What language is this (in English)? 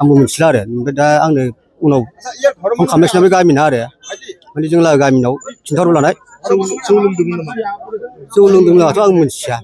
Bodo